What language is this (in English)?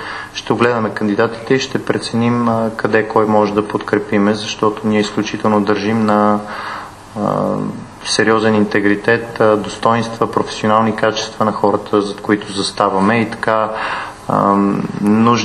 Bulgarian